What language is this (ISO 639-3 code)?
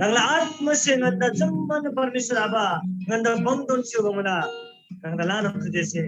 taj